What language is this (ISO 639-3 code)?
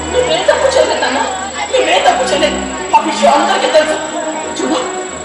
tel